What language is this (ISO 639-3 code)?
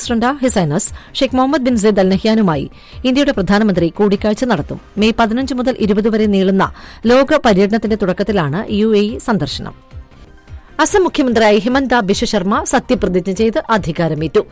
mal